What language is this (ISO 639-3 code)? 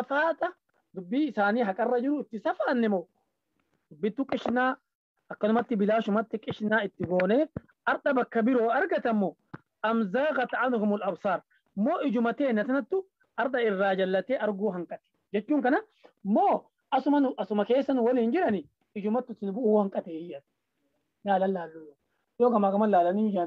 orm